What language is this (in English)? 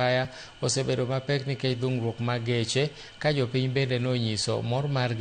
Luo (Kenya and Tanzania)